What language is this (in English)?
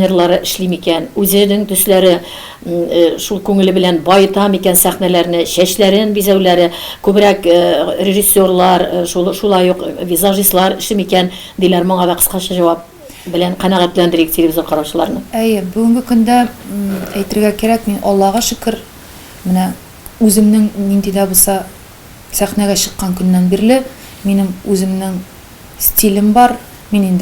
Tatar